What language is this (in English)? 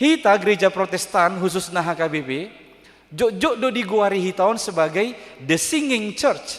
Batak Toba